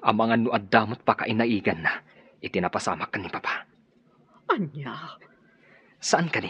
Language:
Iloko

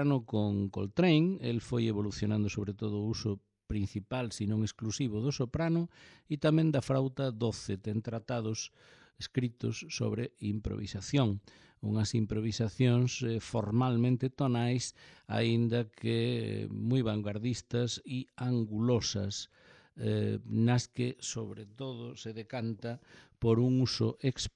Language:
Galician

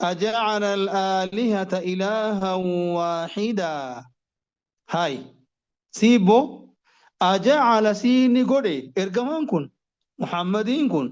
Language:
Oromo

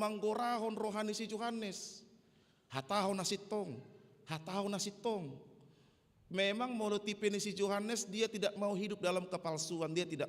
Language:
Batak Toba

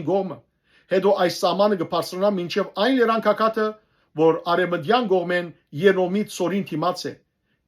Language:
Western Armenian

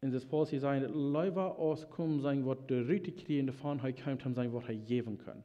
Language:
Plautdietsch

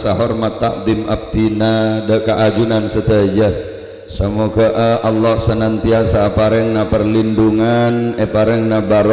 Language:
Madurese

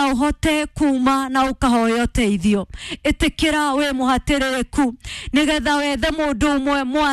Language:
Kikuyu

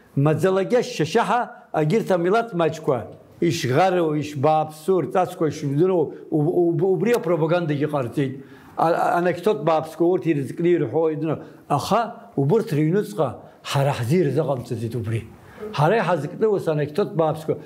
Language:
Abkhazian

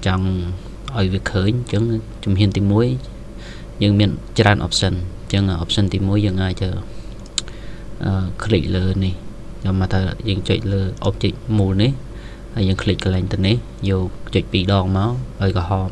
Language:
Khmer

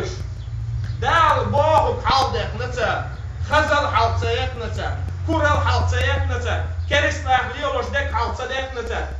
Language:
Chechen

